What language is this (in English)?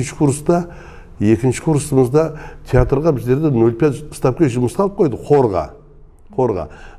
Kara-Kalpak